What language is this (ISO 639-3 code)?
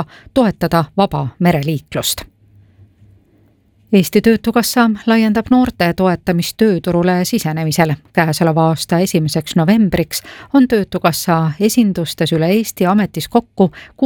est